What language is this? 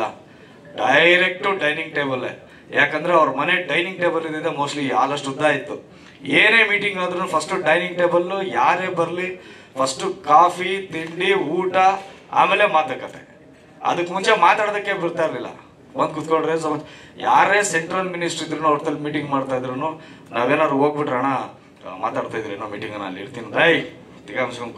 Kannada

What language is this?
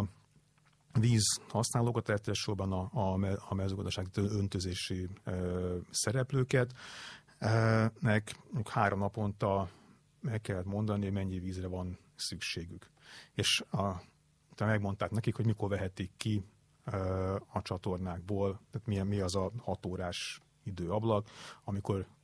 Hungarian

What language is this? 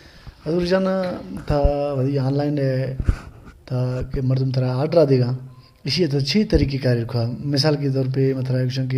Baluchi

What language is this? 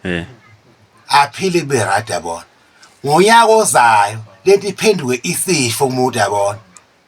Zulu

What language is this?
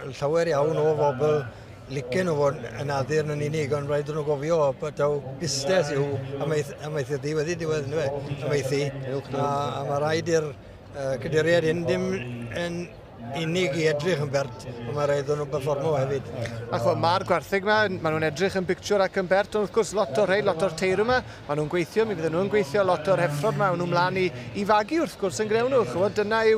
Welsh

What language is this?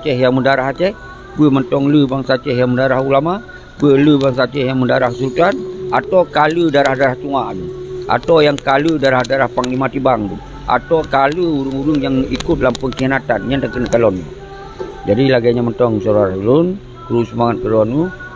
Achinese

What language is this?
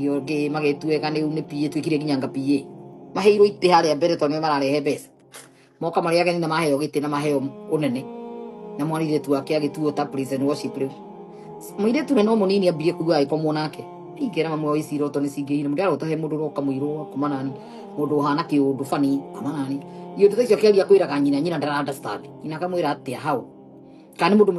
Kikuyu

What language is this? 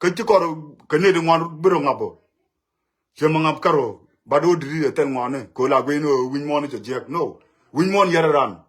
Nuer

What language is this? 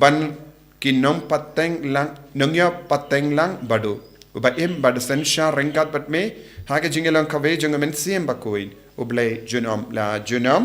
Khasi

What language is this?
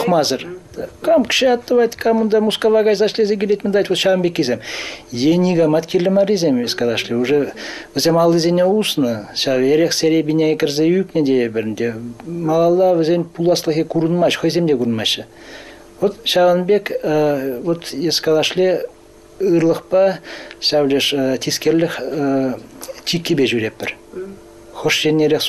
Chuvash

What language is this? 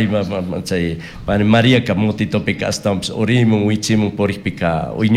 Chimborazo Highland Quichua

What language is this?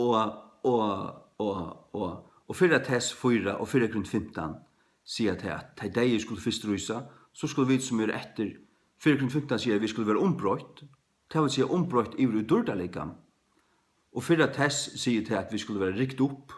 Faroese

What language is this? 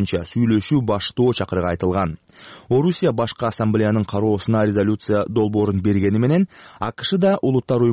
Kyrgyz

